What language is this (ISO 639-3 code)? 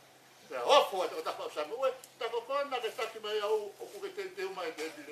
ton